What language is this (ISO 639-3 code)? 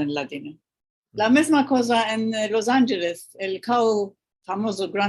lad